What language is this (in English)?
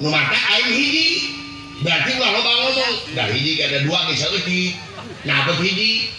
Sundanese